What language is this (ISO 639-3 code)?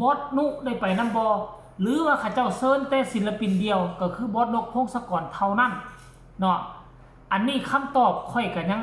tts